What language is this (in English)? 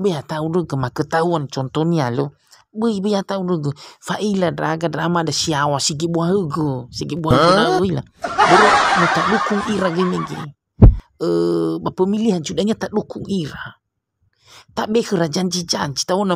Nias